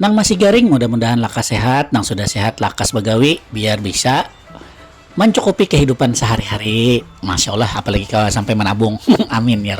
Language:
Banjar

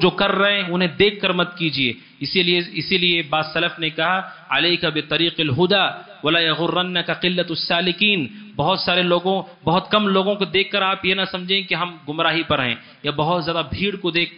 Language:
Urdu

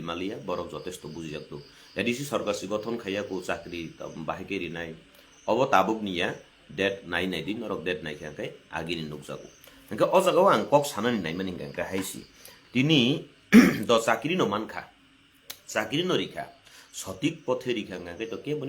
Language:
Kok Borok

